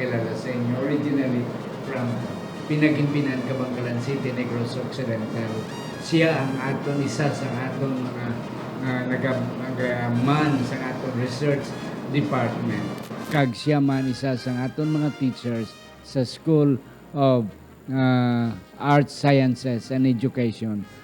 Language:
Hiligaynon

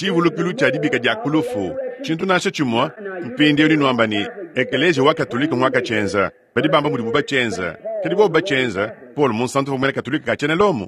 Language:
Luba-Lulua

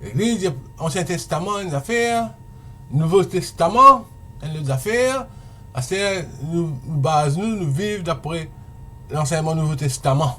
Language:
Morisyen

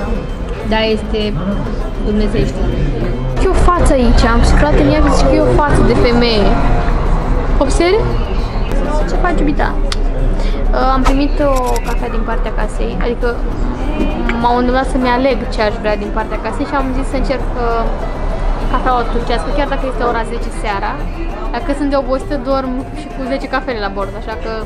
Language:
Romanian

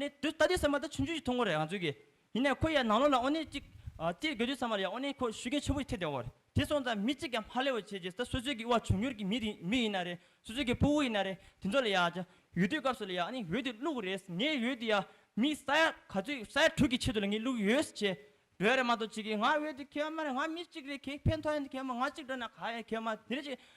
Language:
Tibetan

